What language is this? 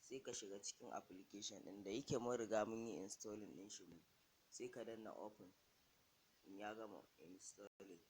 Hausa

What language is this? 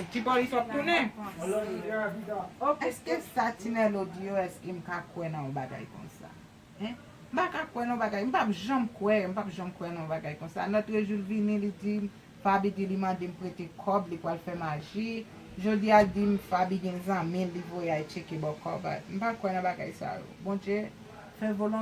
Haitian Creole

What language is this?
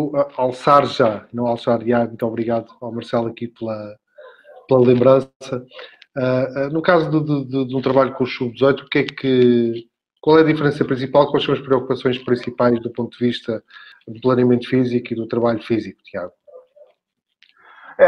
Portuguese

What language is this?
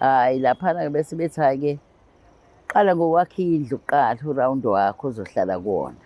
Zulu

